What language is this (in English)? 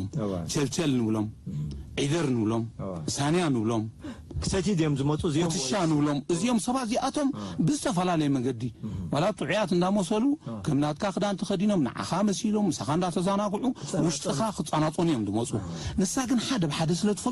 Tigrinya